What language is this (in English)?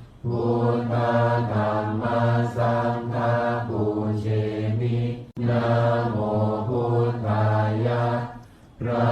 Pali